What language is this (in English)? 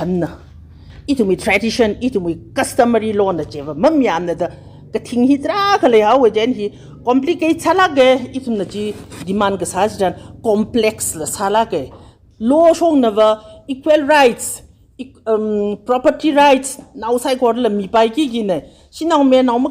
Tangkhul Naga (India)